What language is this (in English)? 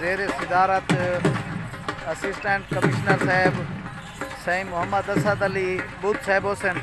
Saraiki